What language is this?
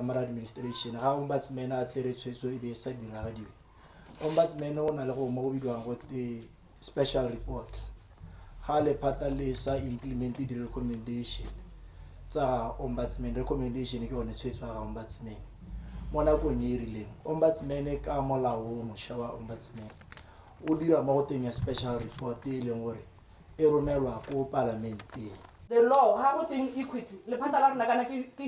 Tswana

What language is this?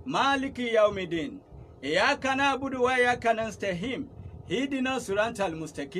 Yoruba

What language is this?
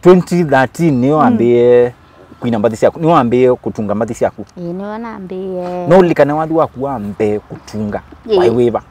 Kamba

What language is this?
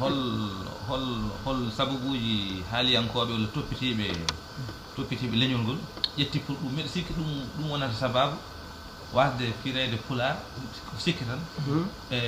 Fula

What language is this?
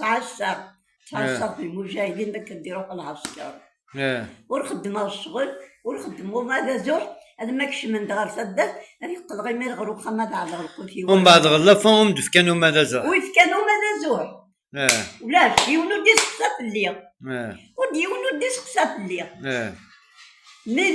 Kabyle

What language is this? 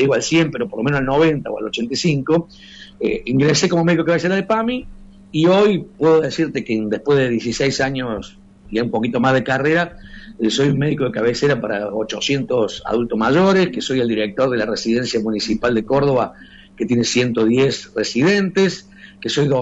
Spanish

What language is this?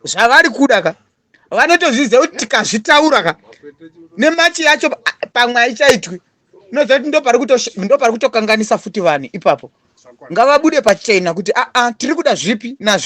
Shona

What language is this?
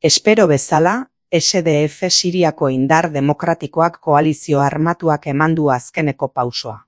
Basque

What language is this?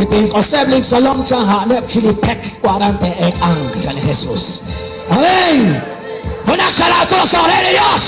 Kekchí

